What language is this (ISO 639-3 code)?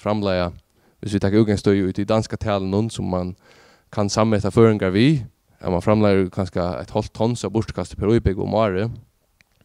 fao